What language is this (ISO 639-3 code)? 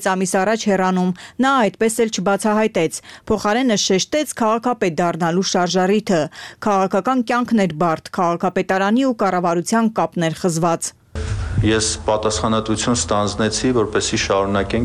hye